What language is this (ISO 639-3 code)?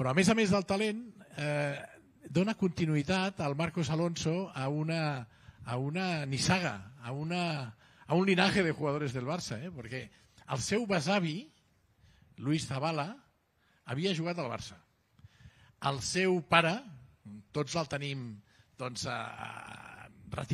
cat